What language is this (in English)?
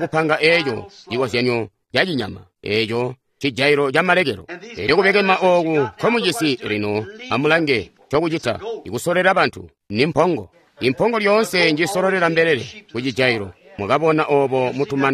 Tonga (Zambia)